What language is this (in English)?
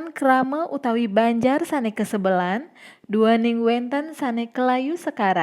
Balinese